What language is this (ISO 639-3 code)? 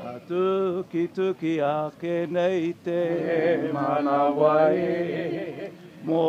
mri